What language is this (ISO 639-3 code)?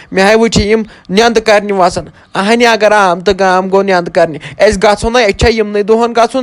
kas